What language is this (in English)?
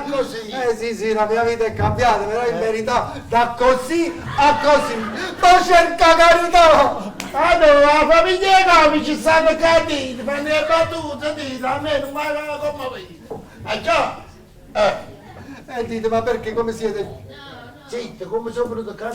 Neapolitan